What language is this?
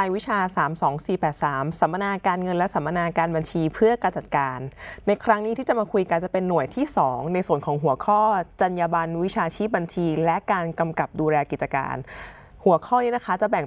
Thai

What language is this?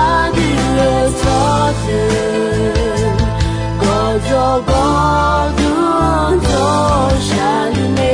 Akha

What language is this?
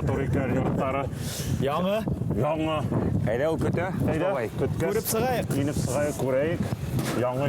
Bashkir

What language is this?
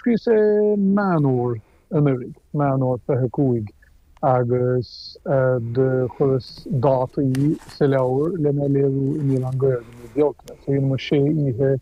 Irish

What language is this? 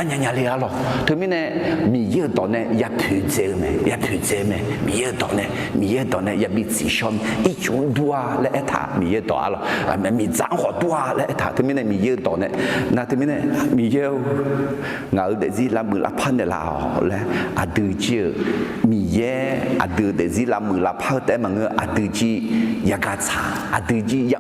Akha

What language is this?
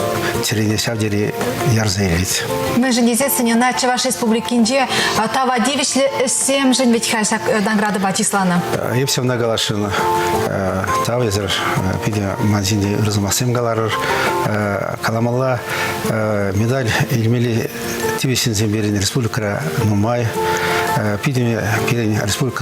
Chuvash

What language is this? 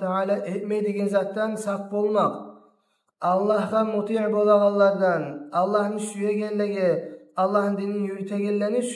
Kumyk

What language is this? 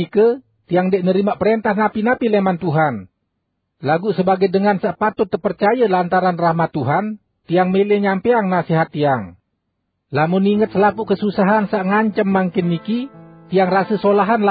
Sasak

